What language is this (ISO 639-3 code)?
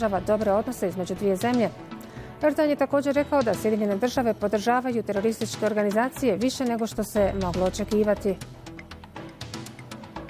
bos